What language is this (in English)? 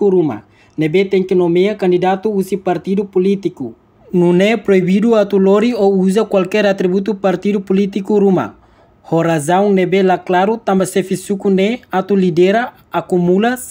Tetum